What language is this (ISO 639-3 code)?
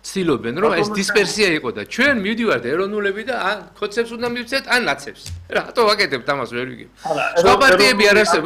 kat